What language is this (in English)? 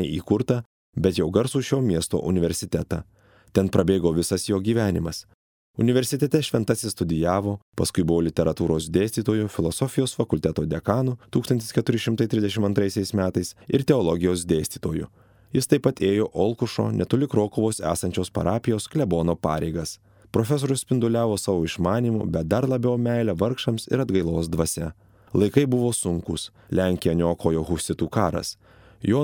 Lithuanian